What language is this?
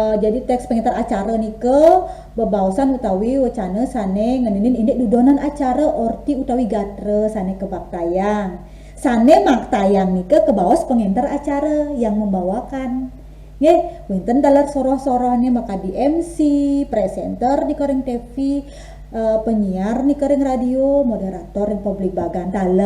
Balinese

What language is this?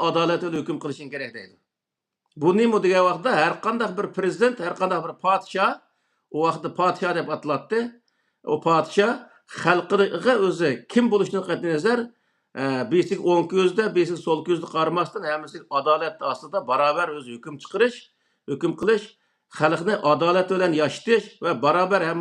Uyghur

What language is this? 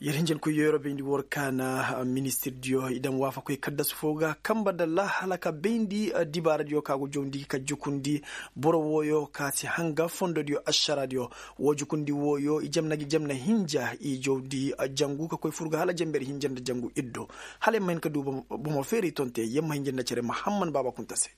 Koyraboro Senni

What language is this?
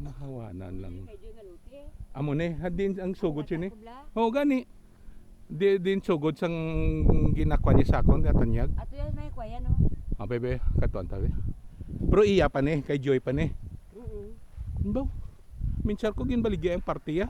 Hiligaynon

